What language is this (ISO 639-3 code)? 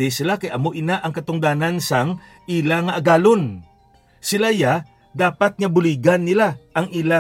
hil